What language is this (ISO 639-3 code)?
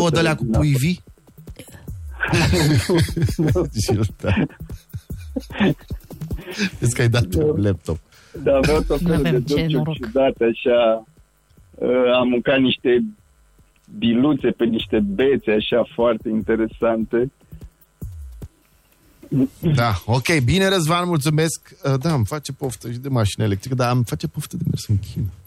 ron